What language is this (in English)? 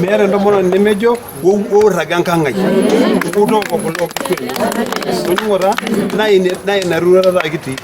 Masai